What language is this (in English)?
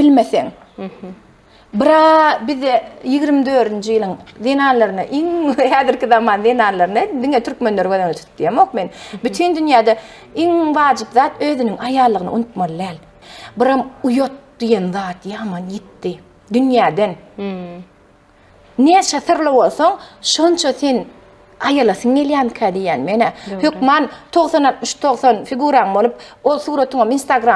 Turkmen